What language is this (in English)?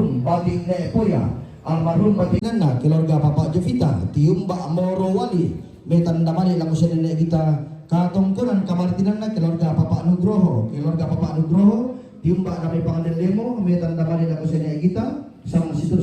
Toraja-Sa'dan